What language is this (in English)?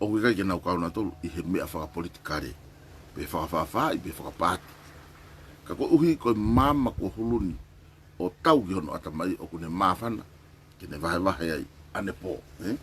Tongan